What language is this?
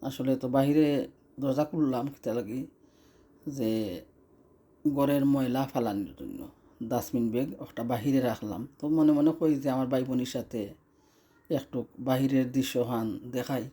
Sylheti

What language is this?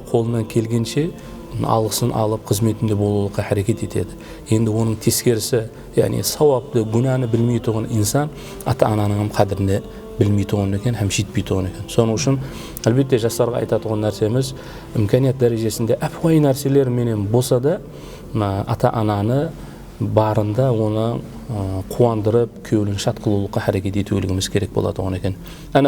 Kara-Kalpak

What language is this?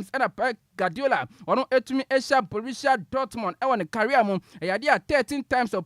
Akan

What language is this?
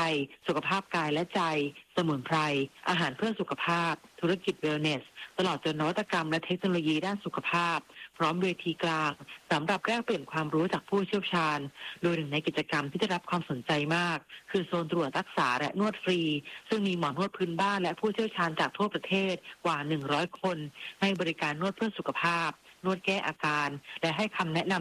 Thai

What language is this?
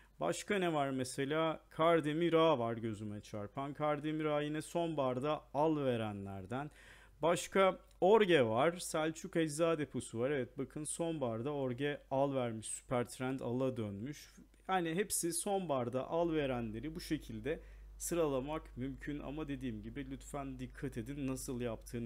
Turkish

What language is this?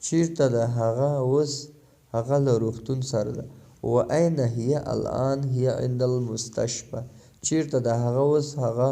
Pashto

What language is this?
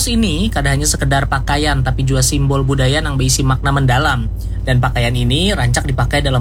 Banjar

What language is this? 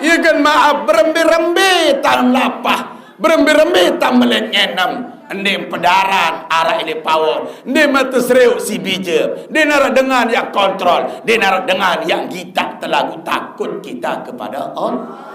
Sasak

